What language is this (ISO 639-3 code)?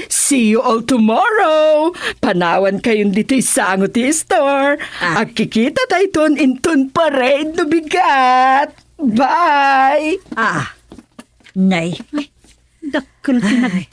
ilo